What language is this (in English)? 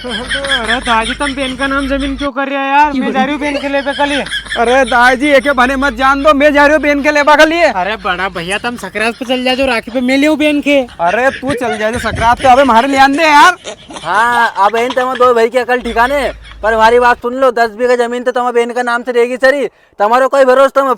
Rajasthani